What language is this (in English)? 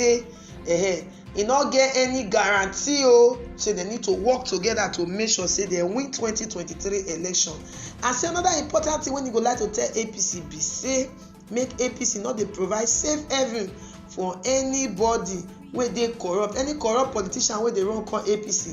Nigerian Pidgin